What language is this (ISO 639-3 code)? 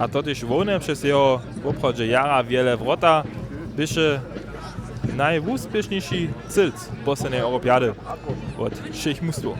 hsb